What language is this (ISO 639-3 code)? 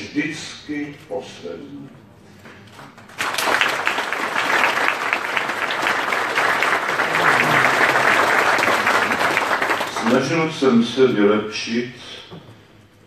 ces